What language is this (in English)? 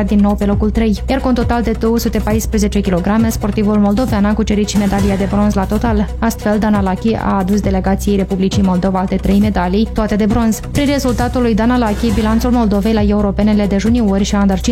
Romanian